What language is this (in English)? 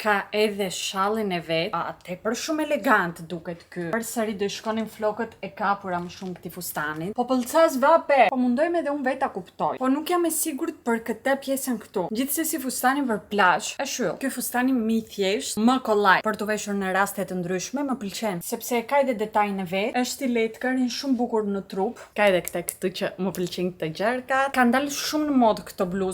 Albanian